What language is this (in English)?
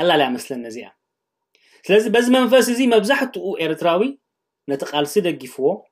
Tigrinya